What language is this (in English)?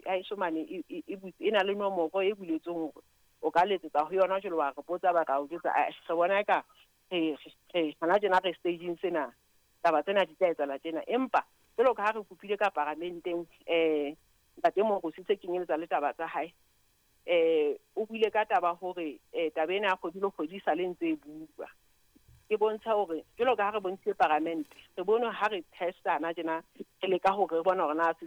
Southern Sotho